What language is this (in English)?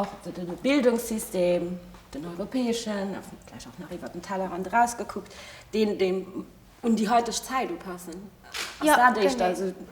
Luxembourgish